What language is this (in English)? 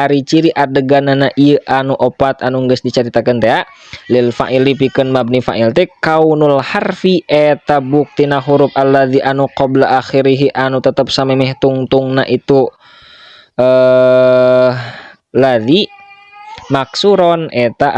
Sundanese